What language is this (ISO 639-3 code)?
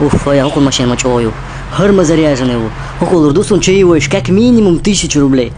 che